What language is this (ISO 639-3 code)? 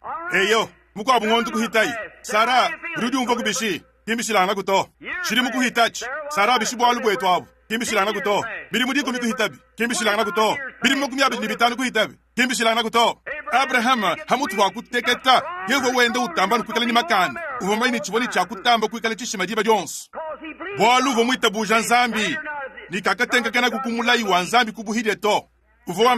lua